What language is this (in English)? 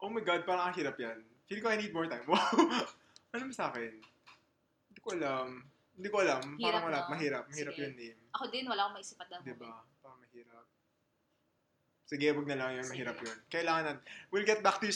Filipino